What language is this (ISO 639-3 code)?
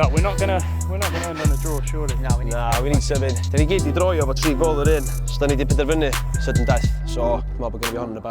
cym